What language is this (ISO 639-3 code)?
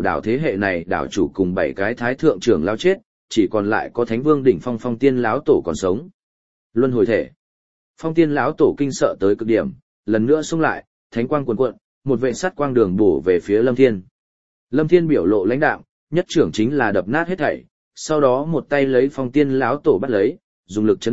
vie